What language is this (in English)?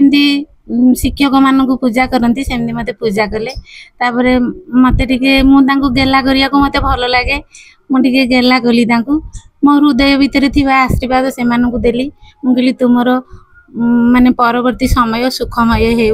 Odia